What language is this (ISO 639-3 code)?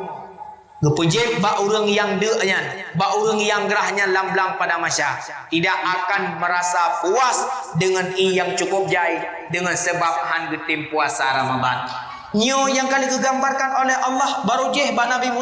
ace